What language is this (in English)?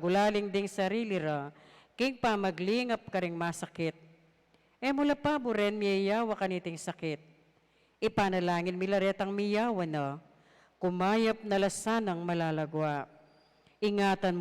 Pampanga